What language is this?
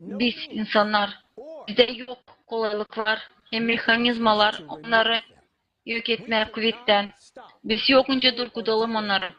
Gagauz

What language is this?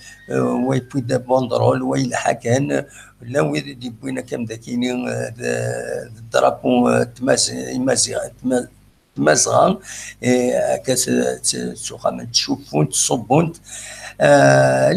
Kabyle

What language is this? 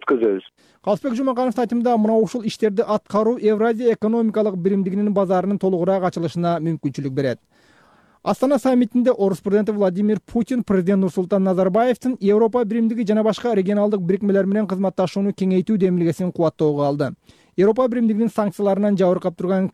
Kyrgyz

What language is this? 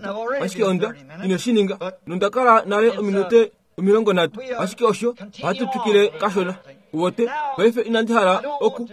Kuanyama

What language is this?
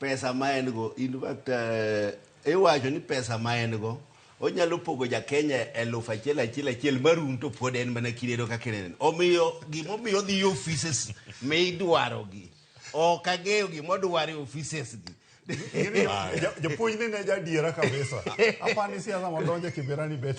Luo (Kenya and Tanzania)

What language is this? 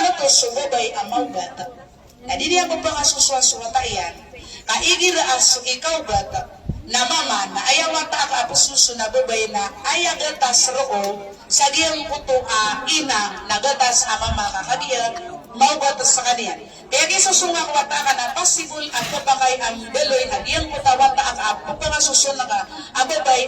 Maranao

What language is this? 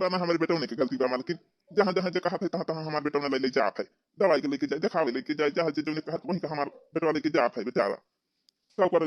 Awadhi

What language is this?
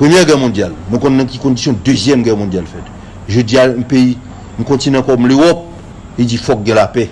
Haitian Creole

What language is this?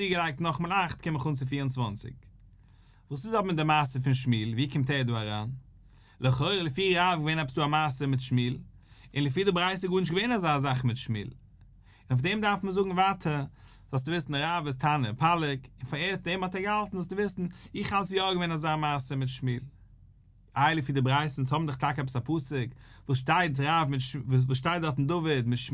Yiddish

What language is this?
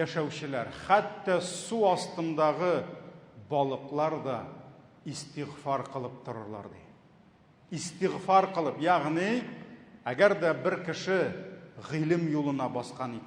Tatar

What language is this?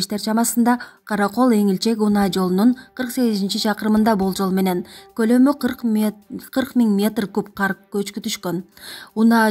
Kyrgyz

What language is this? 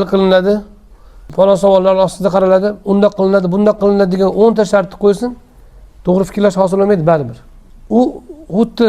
Uzbek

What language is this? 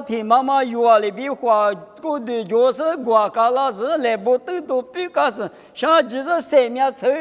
Lisu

